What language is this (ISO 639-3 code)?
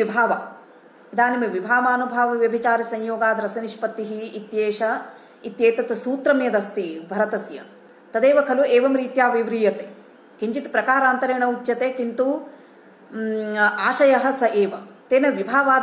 san